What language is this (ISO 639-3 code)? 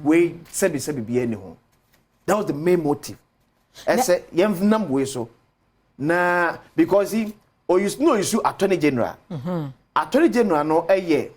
aka